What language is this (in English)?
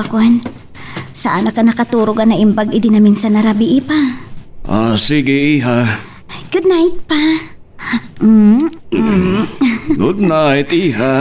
Iloko